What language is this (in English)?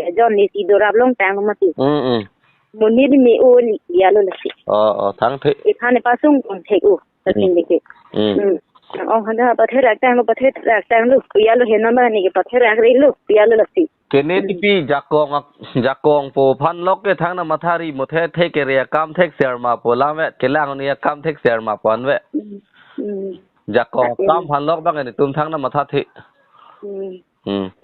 Karbi